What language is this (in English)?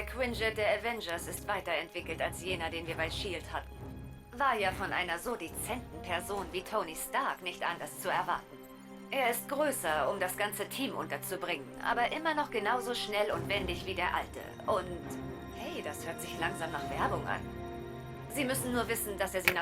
Swiss German